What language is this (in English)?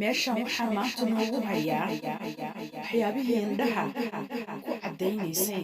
Somali